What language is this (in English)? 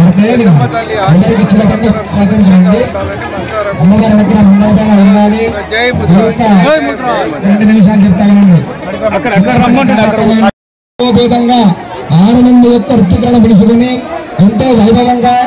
Telugu